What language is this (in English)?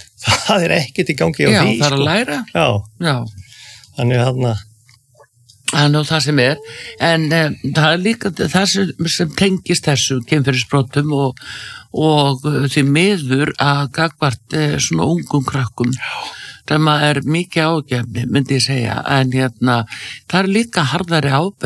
Icelandic